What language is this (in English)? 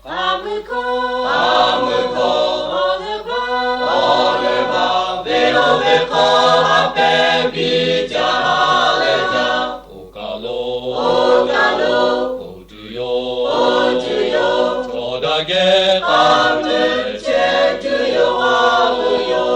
Lahu